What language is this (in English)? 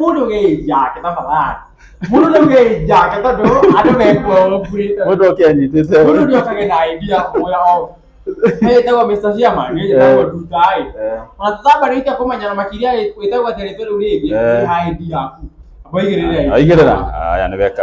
Kikuyu